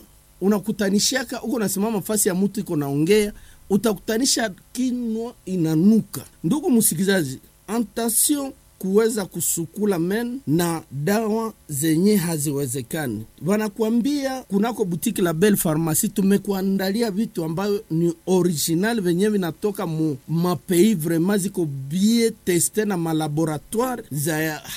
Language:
Swahili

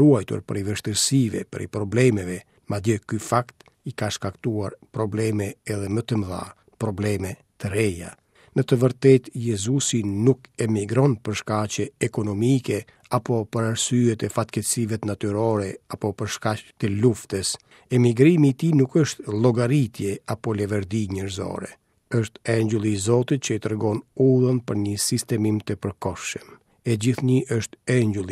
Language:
Albanian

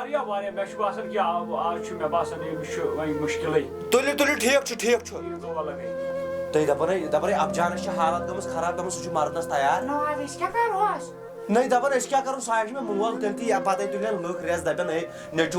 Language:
Kashmiri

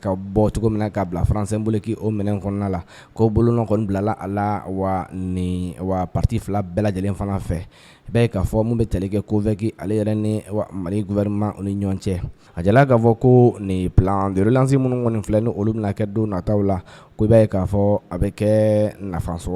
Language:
Bambara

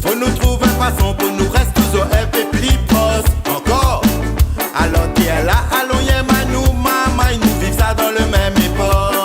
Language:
Réunion Creole French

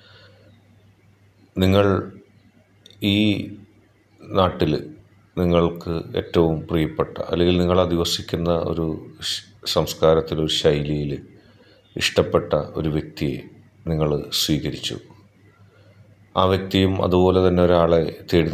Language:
Malayalam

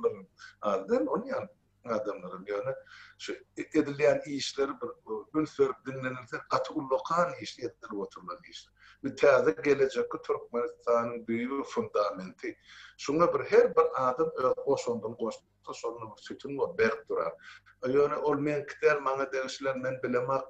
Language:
Turkmen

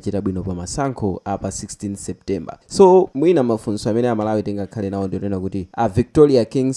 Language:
Nyanja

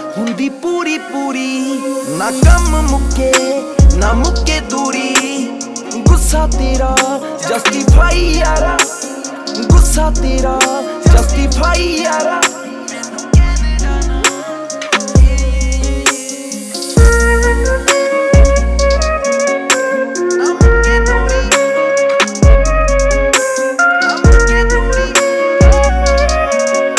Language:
Punjabi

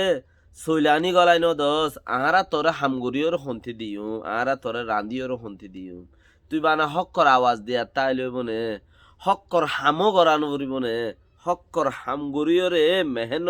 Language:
Rohingya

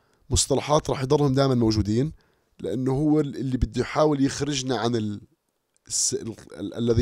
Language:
North Levantine Arabic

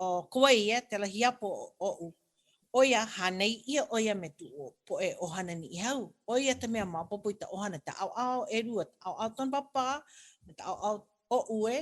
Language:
Hawaiian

